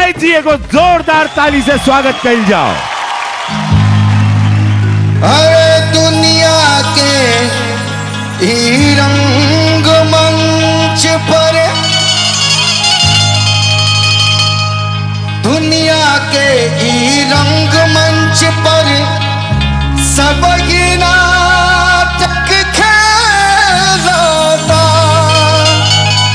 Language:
Bhojpuri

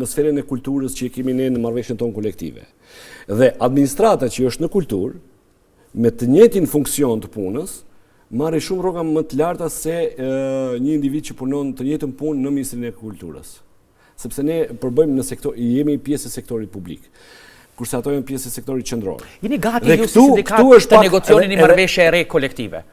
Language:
Albanian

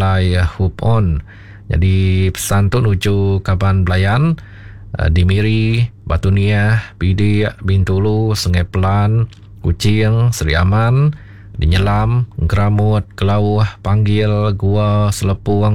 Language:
Iban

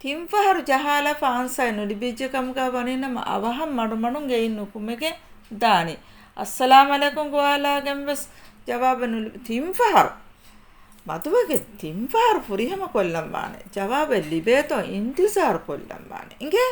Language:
Divehi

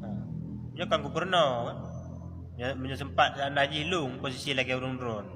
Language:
Achinese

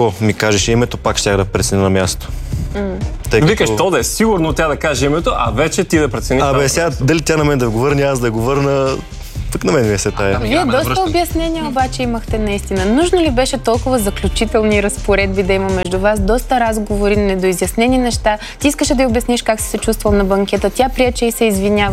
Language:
Bulgarian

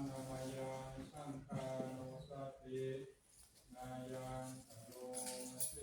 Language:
Pali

